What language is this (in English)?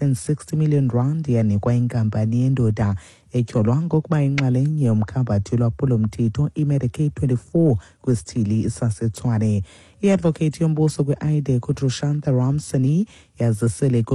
Xhosa